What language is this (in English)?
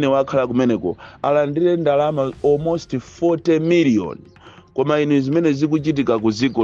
Nyanja